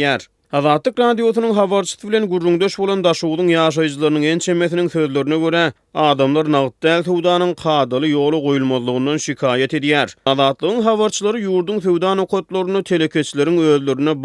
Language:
Turkmen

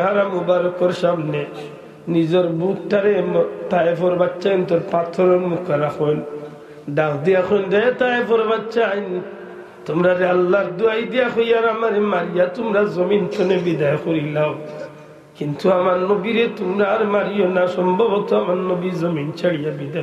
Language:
Sylheti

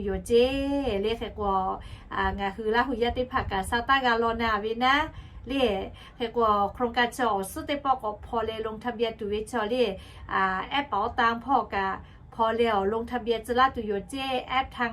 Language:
Lahu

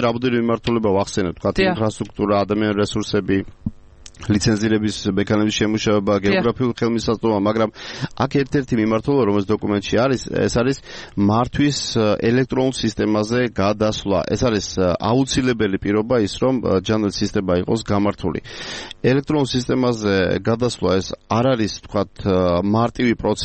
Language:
Georgian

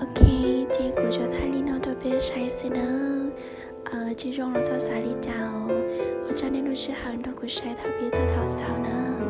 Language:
Hmong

